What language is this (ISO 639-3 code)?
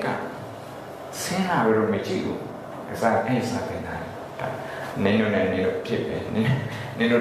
mya